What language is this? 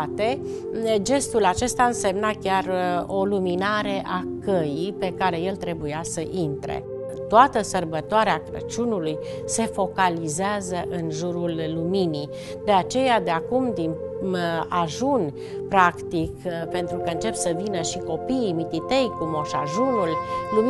Romanian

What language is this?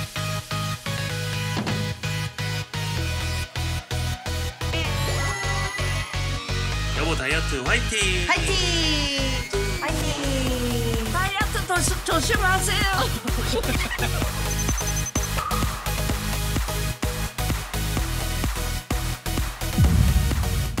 Korean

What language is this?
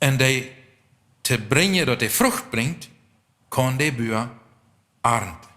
Plautdietsch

